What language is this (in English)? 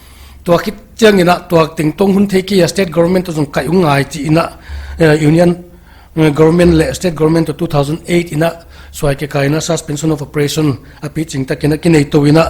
Paite Chin